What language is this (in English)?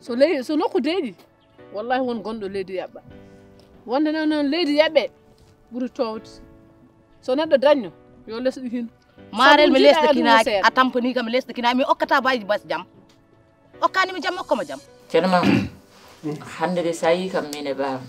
Fula